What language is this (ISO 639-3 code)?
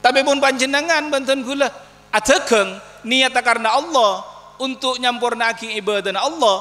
mad